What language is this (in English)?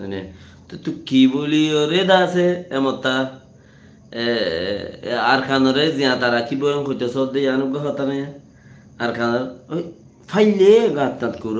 Rohingya